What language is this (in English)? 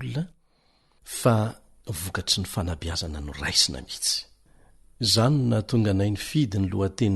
Malagasy